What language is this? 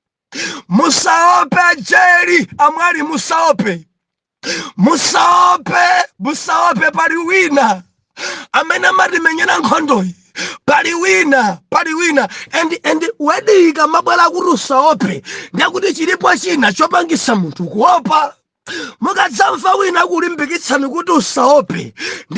Nyanja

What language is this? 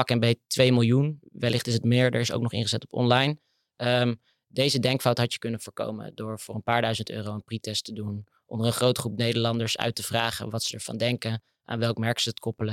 Dutch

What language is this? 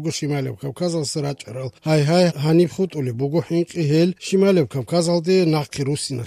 Avaric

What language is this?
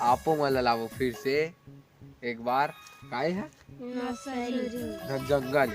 Chhattisgarhi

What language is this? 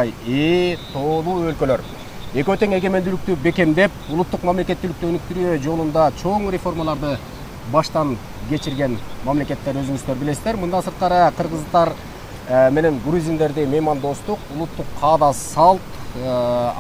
Kyrgyz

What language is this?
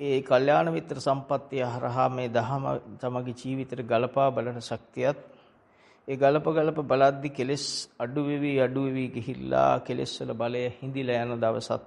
Sinhala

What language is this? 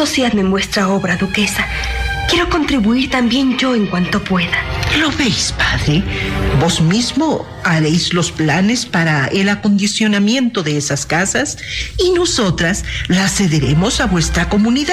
Spanish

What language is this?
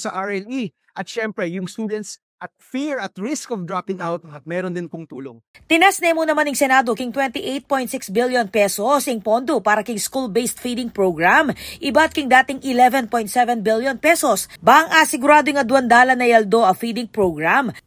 Pampanga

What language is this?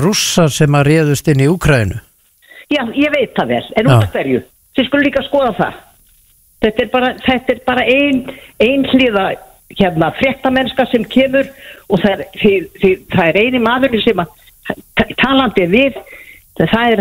Icelandic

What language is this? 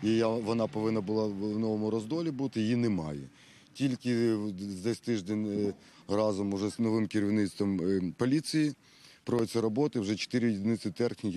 Ukrainian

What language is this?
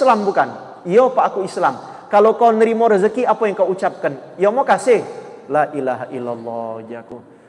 Musi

